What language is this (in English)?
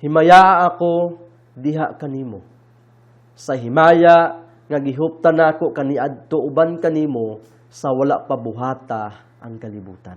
Cebuano